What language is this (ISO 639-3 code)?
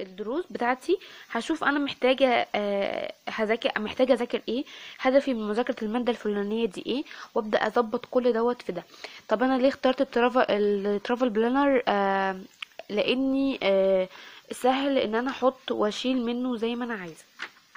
arz